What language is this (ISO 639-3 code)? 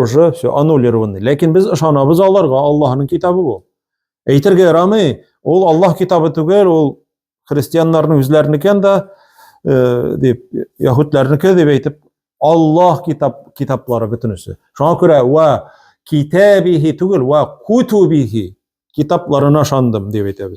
tat